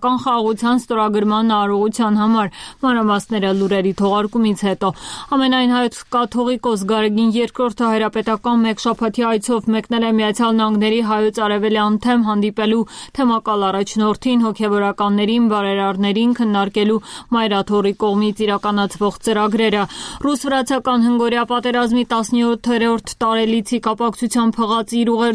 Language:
Armenian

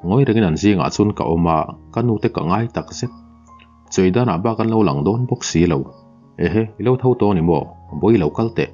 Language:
Mizo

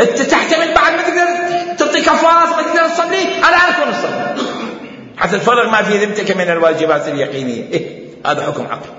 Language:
Mesopotamian Arabic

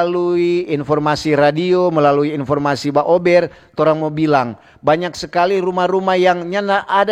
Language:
Manado Malay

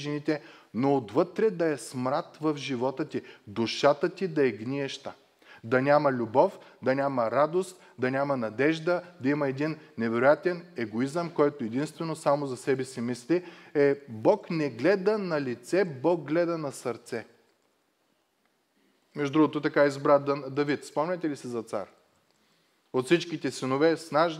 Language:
Bulgarian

